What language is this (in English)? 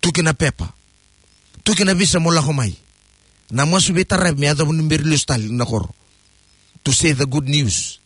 Fijian